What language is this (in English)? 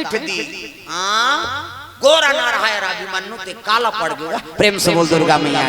Chhattisgarhi